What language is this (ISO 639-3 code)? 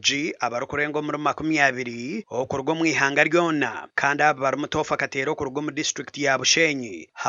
nyn